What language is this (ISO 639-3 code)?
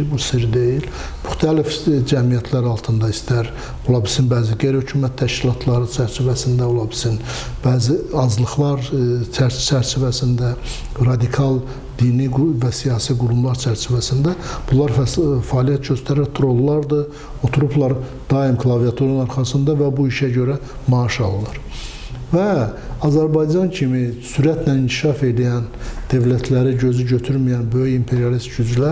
aze